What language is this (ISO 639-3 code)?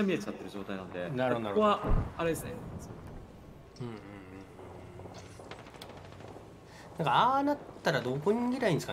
jpn